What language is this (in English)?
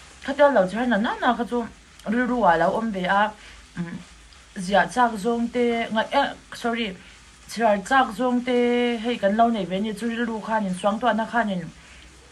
Mizo